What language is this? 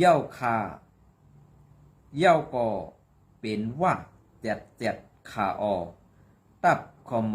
Shan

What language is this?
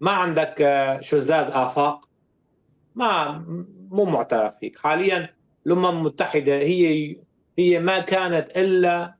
North Levantine Arabic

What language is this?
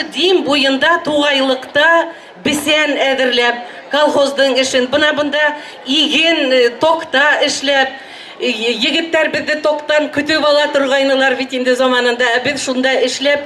Bashkir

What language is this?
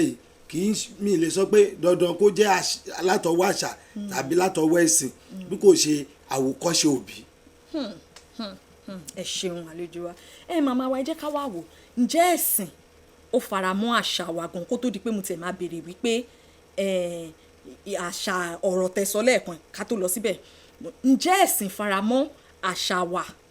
Yoruba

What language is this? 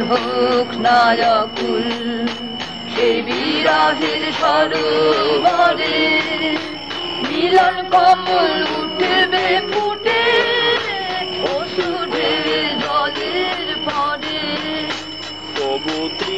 Bangla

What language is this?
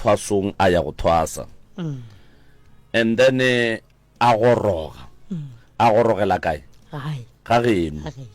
Northern Sotho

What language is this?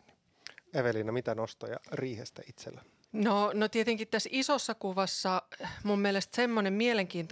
Finnish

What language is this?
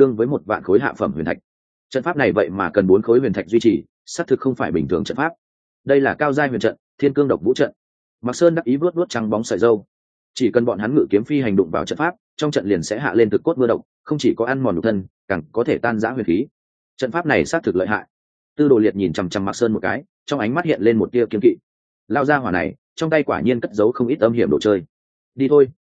Vietnamese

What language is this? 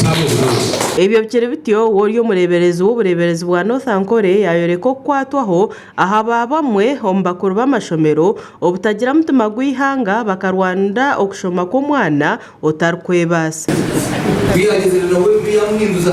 Nyankole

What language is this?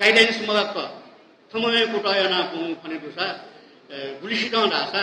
Newari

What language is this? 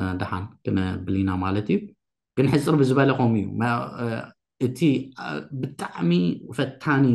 Tigrinya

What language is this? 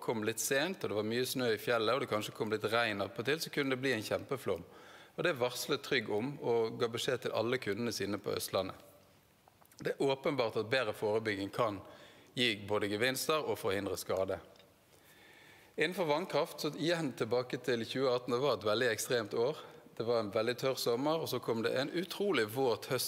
Norwegian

